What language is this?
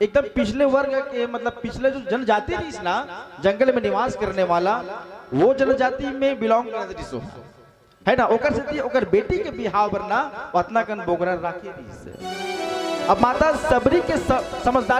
Chhattisgarhi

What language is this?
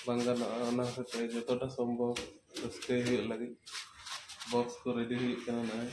Santali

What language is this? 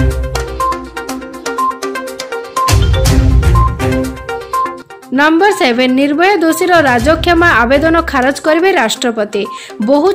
Odia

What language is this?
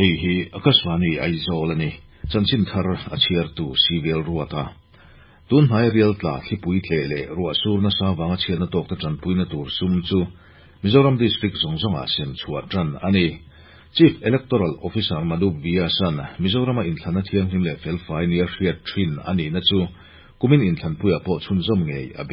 Mizo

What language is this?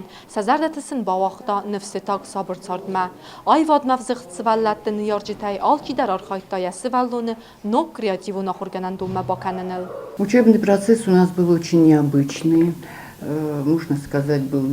Ossetic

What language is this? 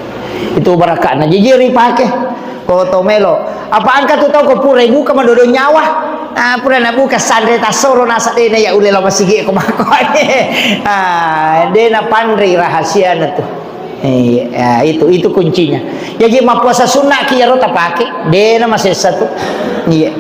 Buginese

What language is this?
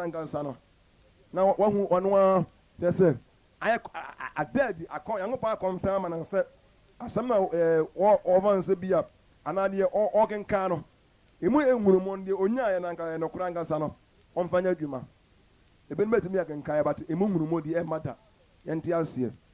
Akan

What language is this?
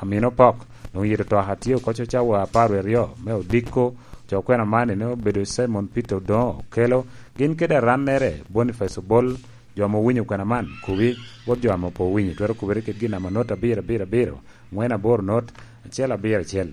Lango (Uganda)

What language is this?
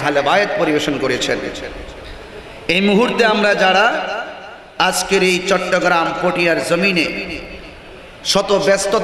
Bangla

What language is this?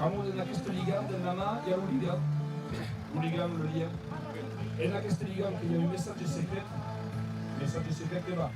Occitan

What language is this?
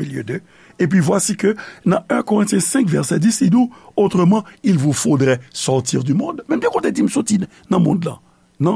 Haitian Creole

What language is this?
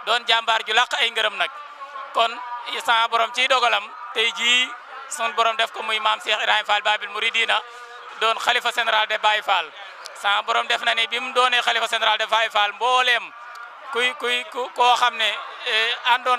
Wolof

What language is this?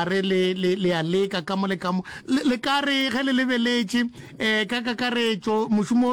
Northern Sotho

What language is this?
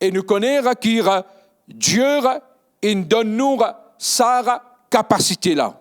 Morisyen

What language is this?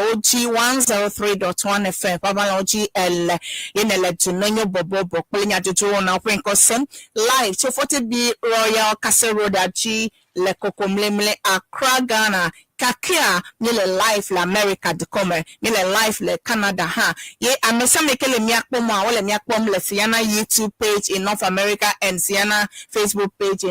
Ewe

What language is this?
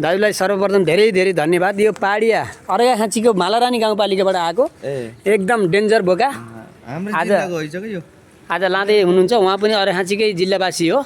Nepali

